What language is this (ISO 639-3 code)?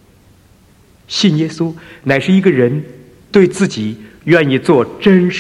zho